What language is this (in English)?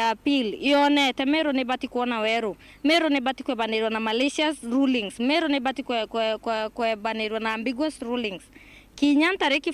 Meru